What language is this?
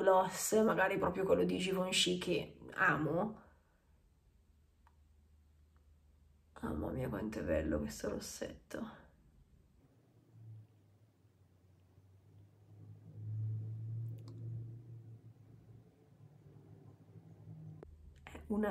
Italian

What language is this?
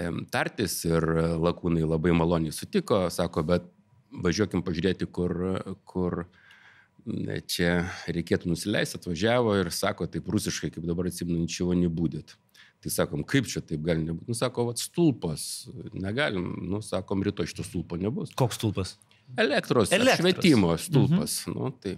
Lithuanian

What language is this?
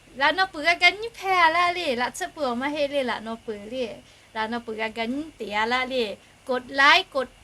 Lahu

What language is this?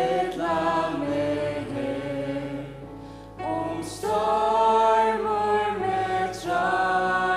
Faroese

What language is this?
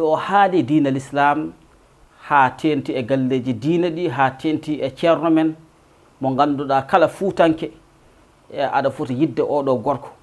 Fula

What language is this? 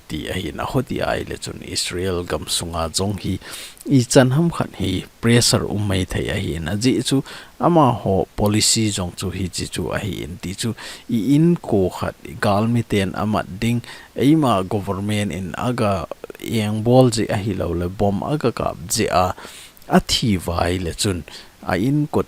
Thado Chin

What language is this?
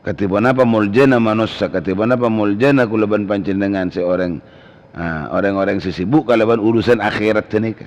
Madurese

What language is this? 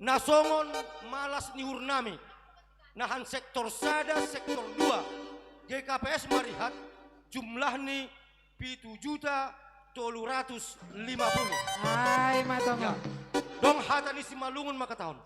Batak Simalungun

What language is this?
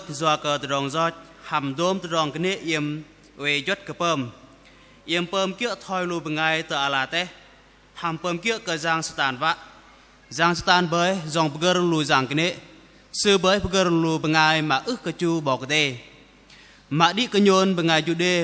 Bahnar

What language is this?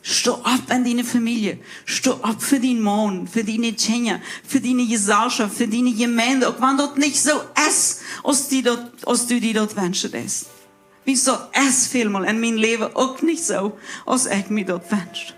Plautdietsch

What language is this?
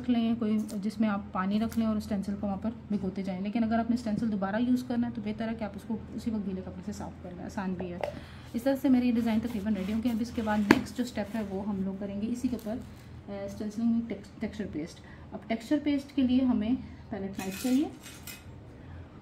Hindi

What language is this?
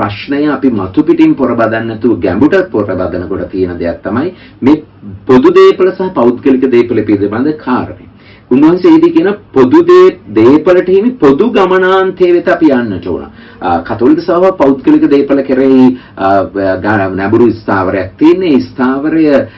Sinhala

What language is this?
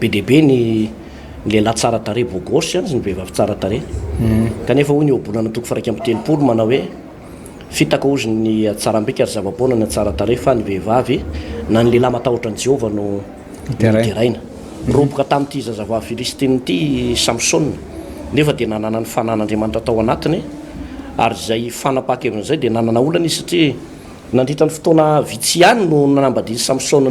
Malagasy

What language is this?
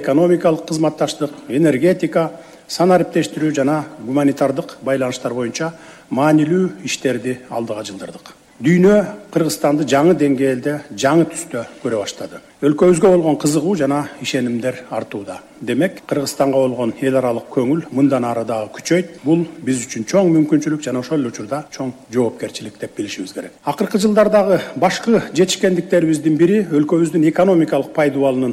Kyrgyz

